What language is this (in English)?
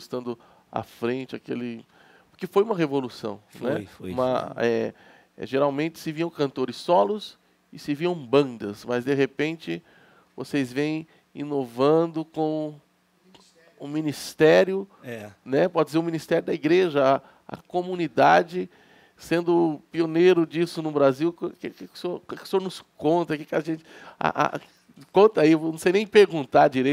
Portuguese